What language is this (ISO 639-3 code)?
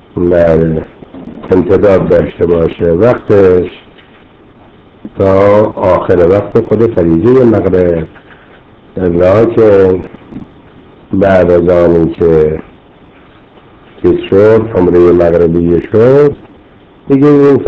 fas